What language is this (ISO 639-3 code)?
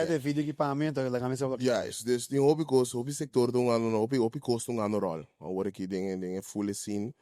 pap